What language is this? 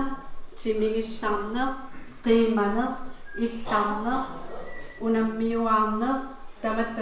Kalaallisut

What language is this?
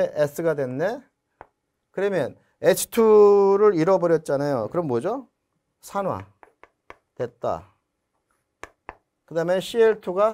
Korean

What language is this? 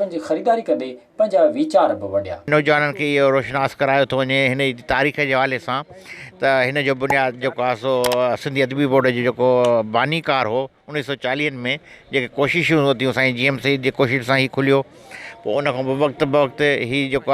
Sindhi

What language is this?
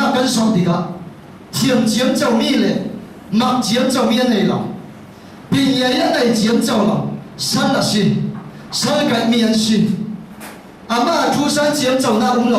Falam Chin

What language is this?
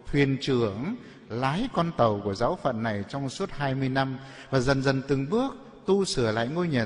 Vietnamese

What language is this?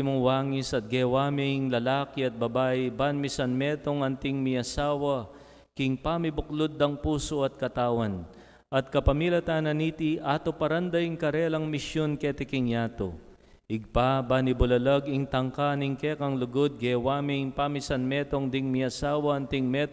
Pampanga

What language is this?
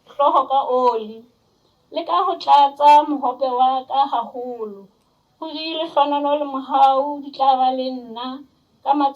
Southern Sotho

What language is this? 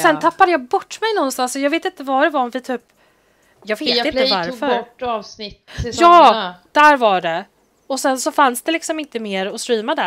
Swedish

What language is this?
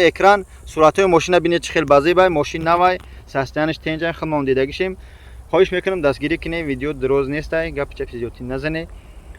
Tajik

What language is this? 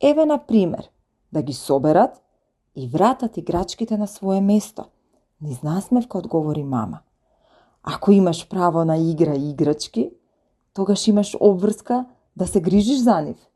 Macedonian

